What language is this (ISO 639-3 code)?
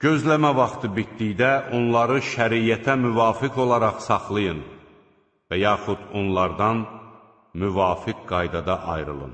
aze